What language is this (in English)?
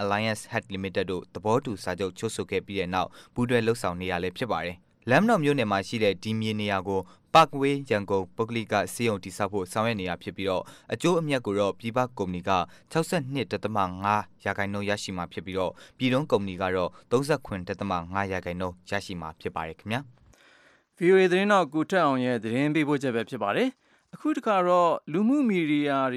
Burmese